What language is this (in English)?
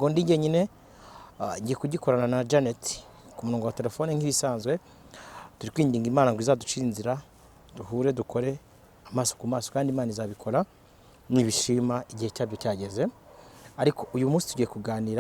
Kinyarwanda